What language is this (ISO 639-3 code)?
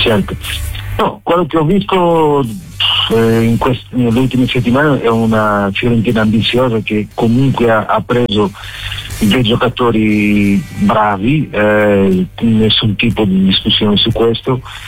ita